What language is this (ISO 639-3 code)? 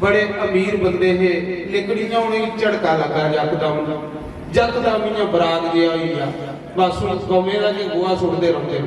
doi